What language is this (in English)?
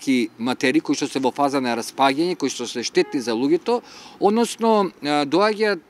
Macedonian